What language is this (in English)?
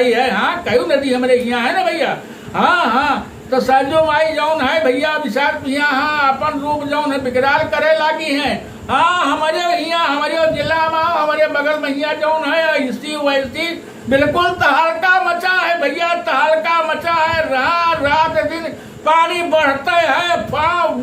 Awadhi